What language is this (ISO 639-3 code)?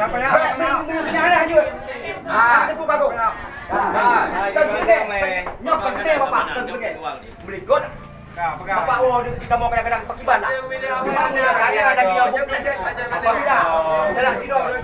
ace